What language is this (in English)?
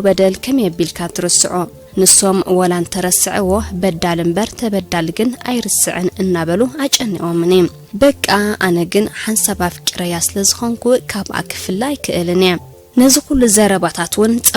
Tigrinya